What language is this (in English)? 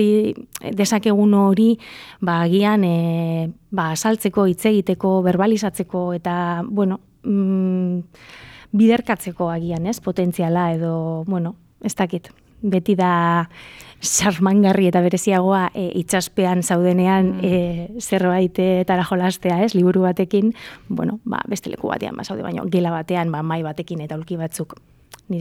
Basque